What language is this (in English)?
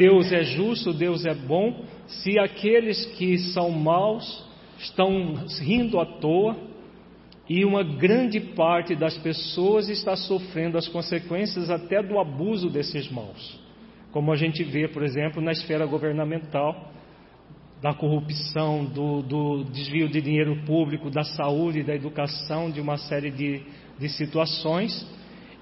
Portuguese